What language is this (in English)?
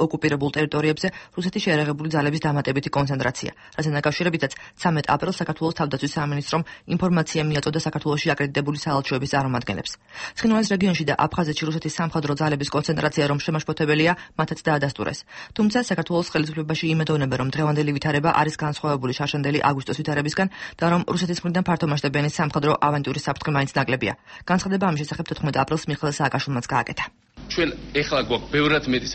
Georgian